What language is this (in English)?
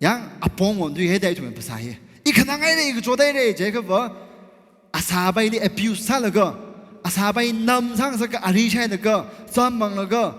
Tangkhul Naga (India)